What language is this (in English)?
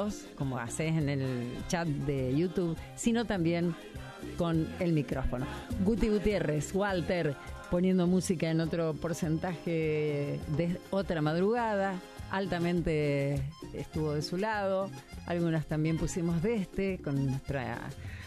Spanish